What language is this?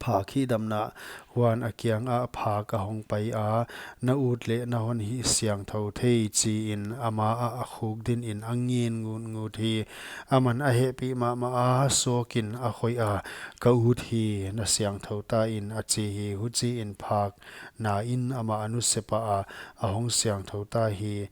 Paite Chin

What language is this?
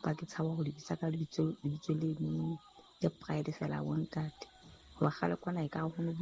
Southern Sotho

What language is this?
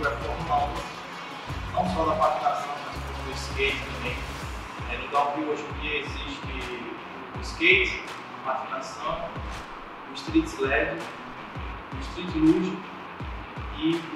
Portuguese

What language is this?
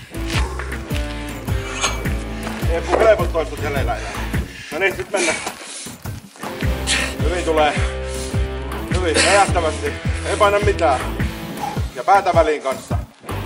Finnish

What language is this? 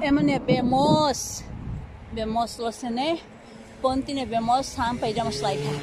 Tetum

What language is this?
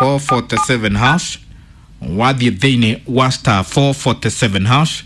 Kikuyu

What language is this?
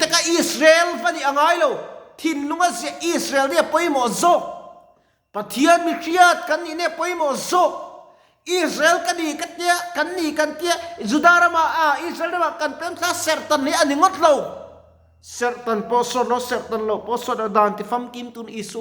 Mizo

